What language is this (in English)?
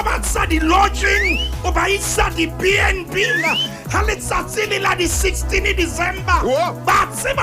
Southern Sotho